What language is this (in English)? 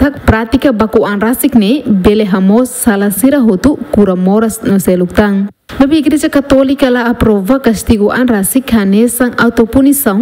Tetum